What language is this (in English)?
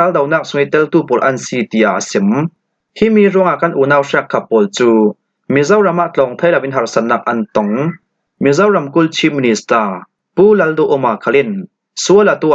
Falam Chin